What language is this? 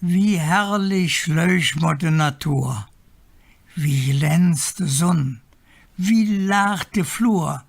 Colognian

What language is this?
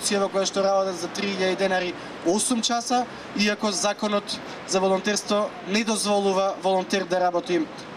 Macedonian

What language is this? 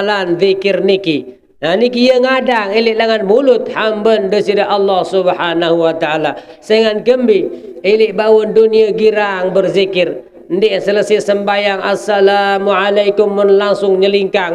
Sasak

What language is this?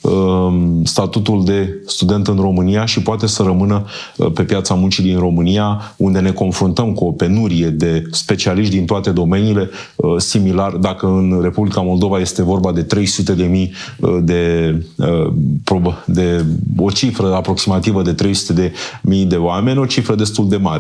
Romanian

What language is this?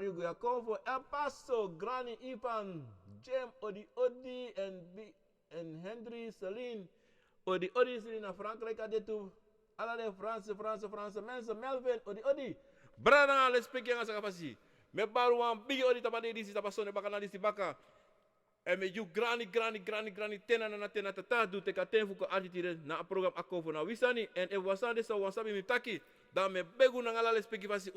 Sranan Tongo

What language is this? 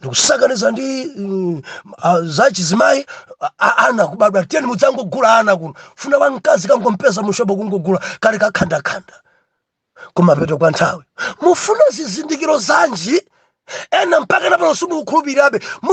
Nyanja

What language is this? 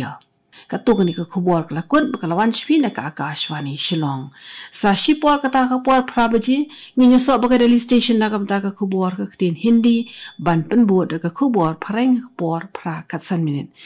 Khasi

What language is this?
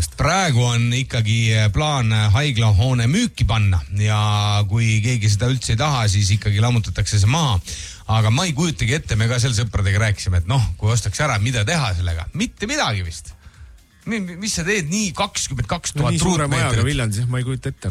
Estonian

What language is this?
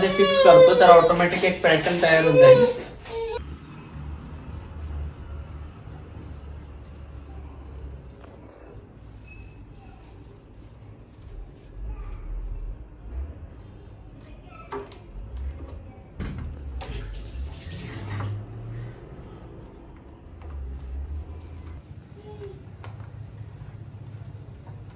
Marathi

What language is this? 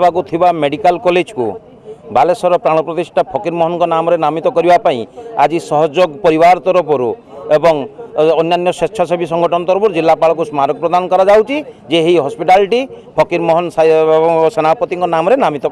Odia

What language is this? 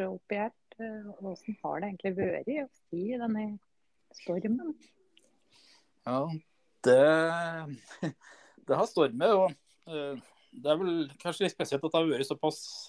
Norwegian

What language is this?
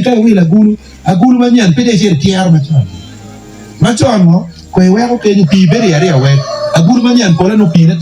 Acoli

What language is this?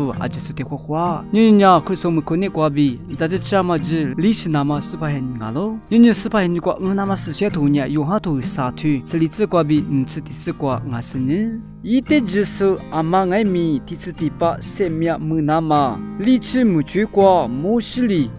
Lisu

